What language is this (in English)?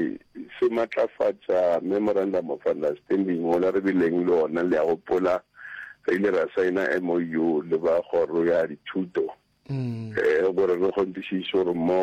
Northern Sotho